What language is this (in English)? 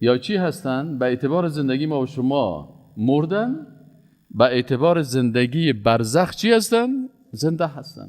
Persian